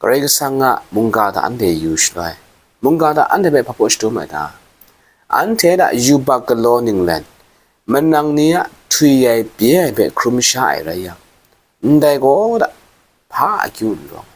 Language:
Kachin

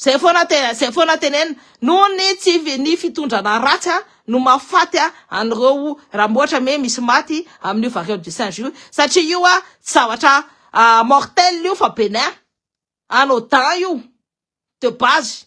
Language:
Malagasy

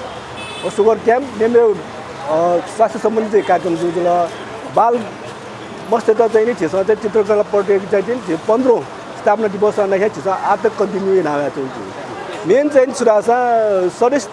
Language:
Newari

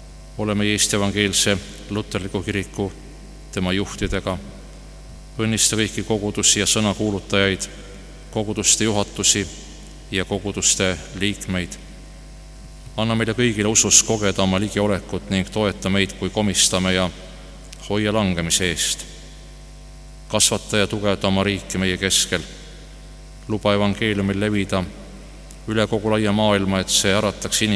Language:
Estonian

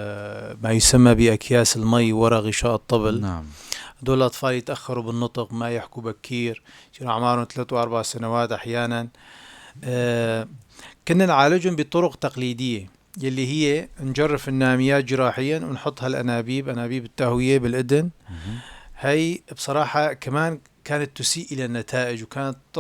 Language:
North Levantine Arabic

